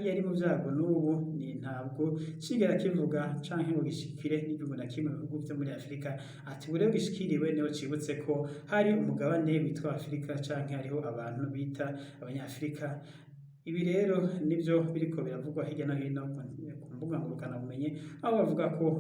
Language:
Rundi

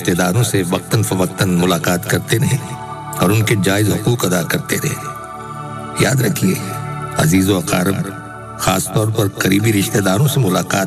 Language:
Urdu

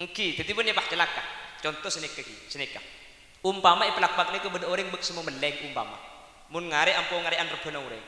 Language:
Madurese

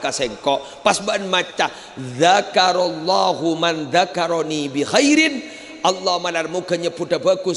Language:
Madurese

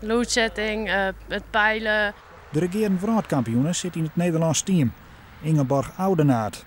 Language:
Western Frisian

